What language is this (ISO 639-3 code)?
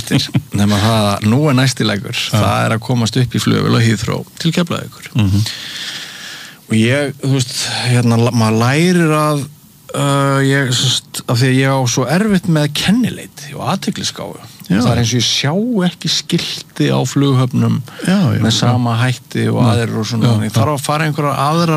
isl